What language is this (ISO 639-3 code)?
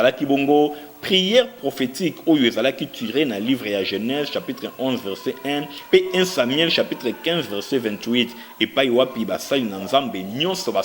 lin